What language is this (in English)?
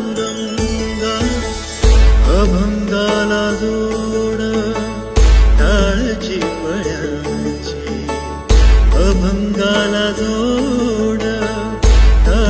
Marathi